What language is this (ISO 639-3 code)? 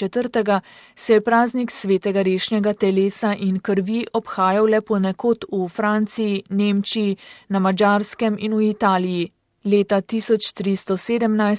slv